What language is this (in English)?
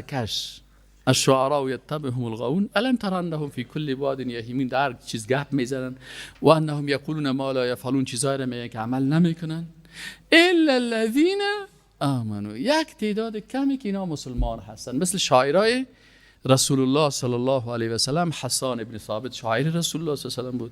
Persian